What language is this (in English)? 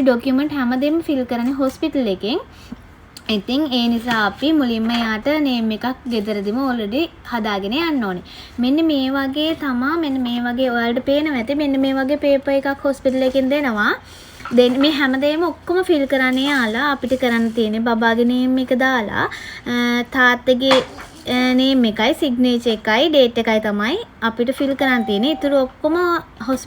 Sinhala